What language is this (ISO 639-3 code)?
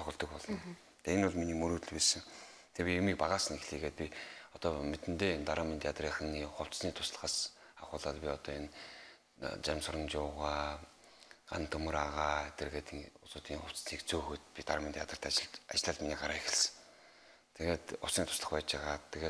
mon